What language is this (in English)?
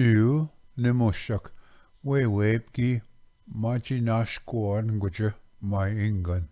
Ojibwa